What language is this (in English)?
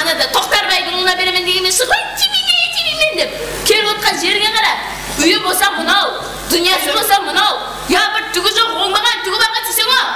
Kara-Kalpak